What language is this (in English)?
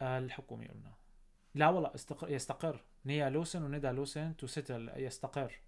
North Levantine Arabic